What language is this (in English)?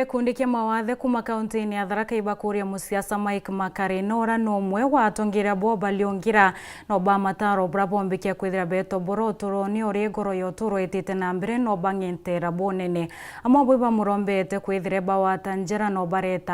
Meru